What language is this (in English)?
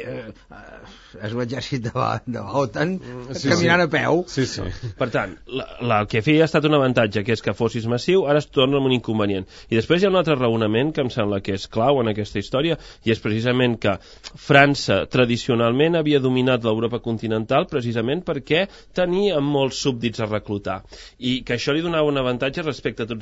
Catalan